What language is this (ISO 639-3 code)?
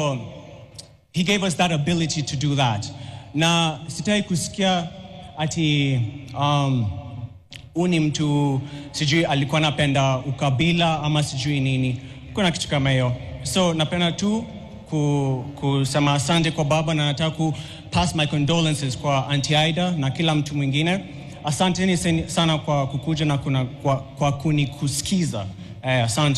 guz